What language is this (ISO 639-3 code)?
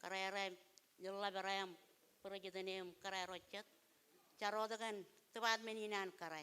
mah